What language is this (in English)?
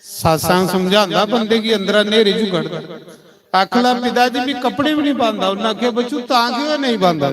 Dogri